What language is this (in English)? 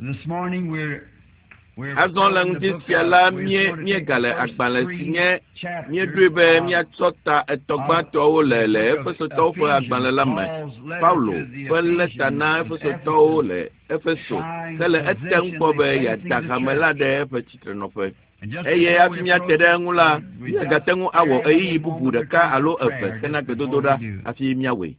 Ewe